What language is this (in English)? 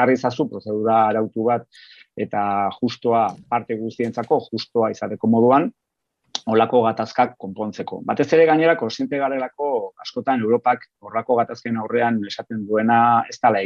Basque